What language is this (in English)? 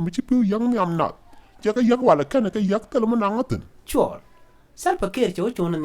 Nuer